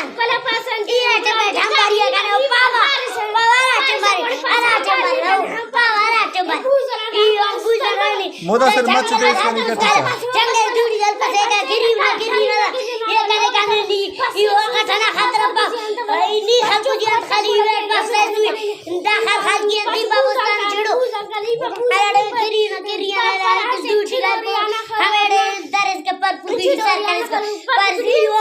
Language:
Brahui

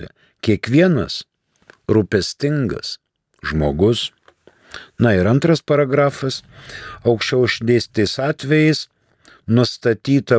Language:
Lithuanian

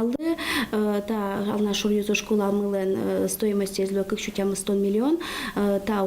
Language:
Udmurt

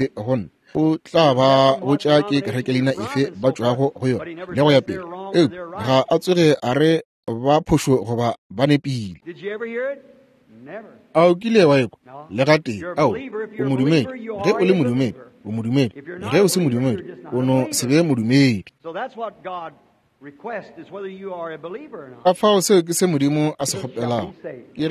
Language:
Northern Sotho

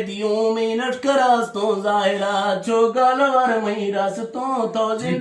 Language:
Eastern Balochi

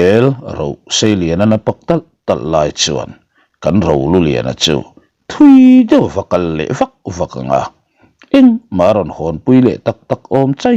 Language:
Mizo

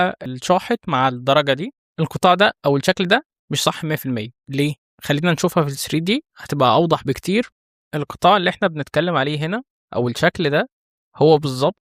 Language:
Egyptian Arabic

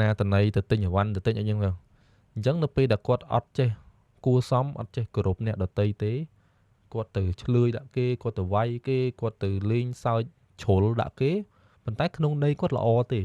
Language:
Khmer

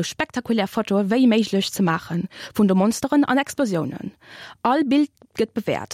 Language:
Luxembourgish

